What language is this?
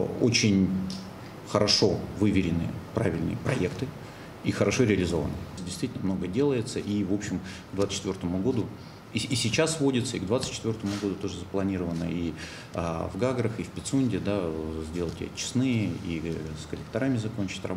Russian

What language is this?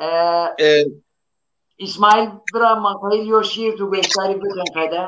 Zaza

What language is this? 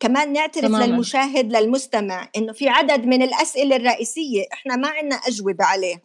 North Levantine Arabic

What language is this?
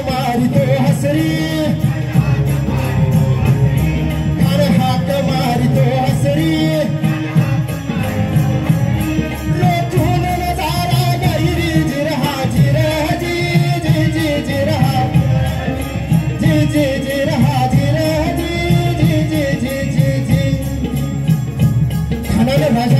Marathi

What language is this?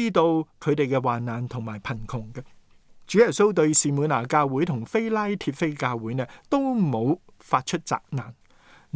Cantonese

